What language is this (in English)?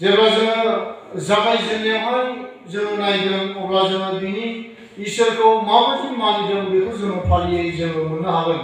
Bodo